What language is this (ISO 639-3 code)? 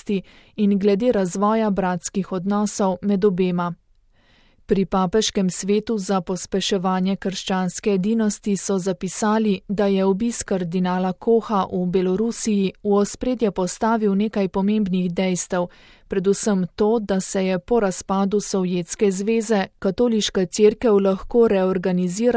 slv